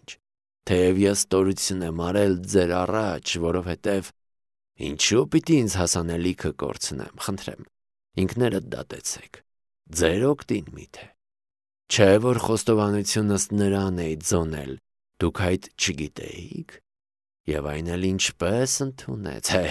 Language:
Armenian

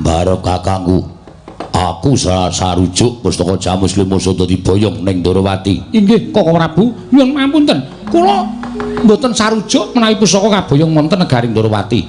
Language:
Javanese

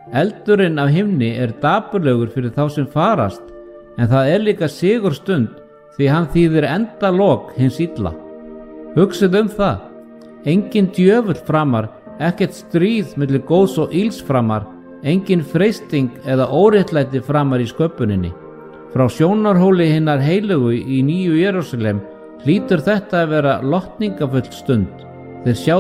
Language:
Icelandic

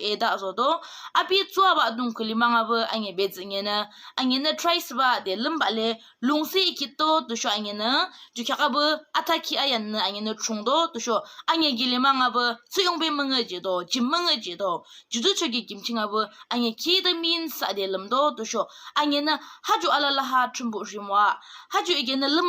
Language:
Yimchungru Naga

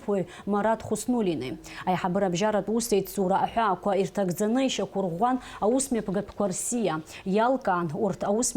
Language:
Abkhazian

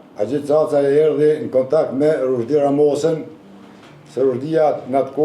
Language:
Albanian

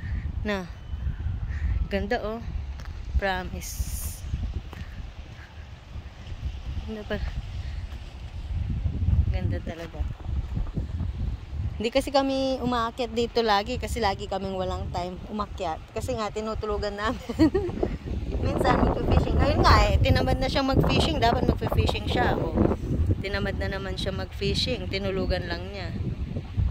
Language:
Filipino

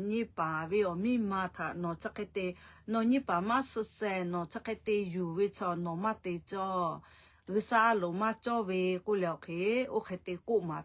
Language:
Lahu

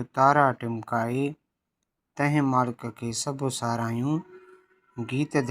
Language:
Sindhi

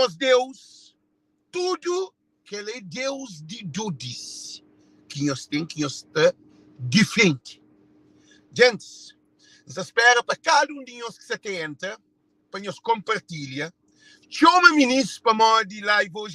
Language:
Kabuverdianu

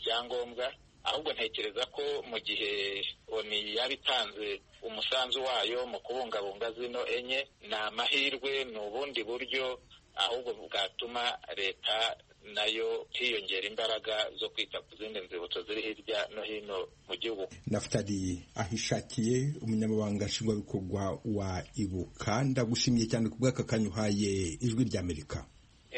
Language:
Kinyarwanda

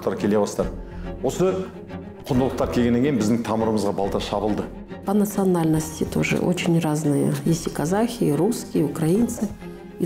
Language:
Kazakh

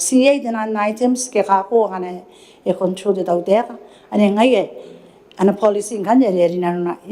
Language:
Gilbertese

